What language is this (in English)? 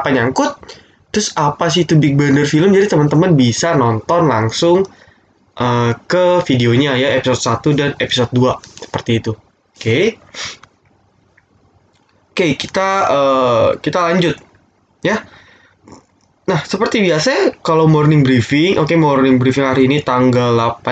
Indonesian